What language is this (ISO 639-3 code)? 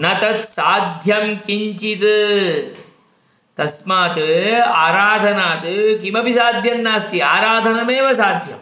san